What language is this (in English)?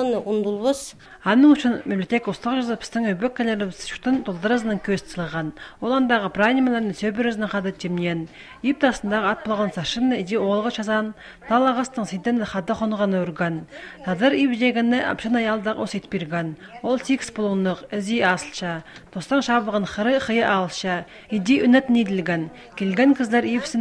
Khakas